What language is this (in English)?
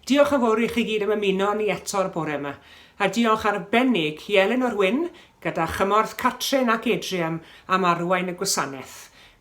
Welsh